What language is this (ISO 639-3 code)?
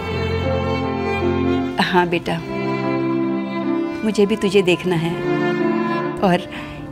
hin